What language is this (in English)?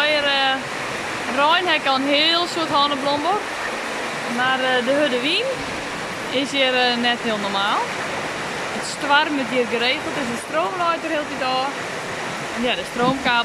Western Frisian